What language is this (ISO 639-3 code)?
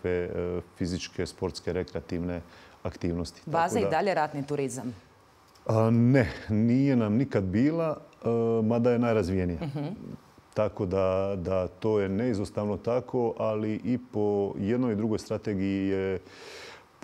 hrv